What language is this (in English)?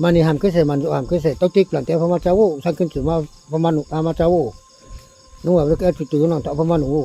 Riang (India)